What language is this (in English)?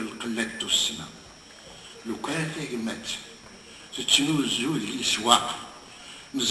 Kabyle